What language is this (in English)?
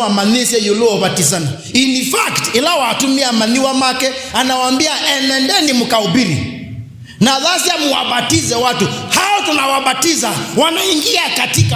Kamba